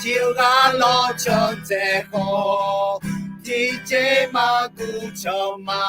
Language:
Akha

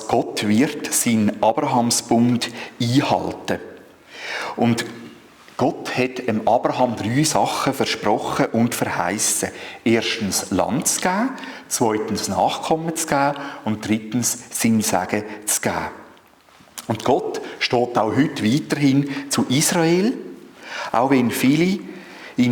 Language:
Swiss German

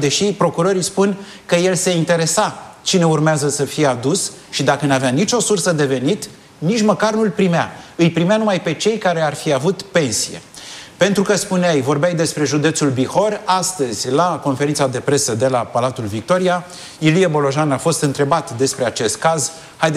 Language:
Romanian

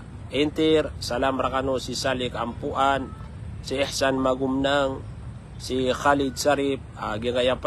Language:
Maranao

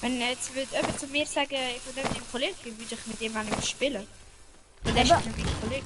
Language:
Swiss German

